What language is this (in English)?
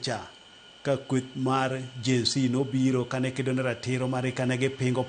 Luo (Kenya and Tanzania)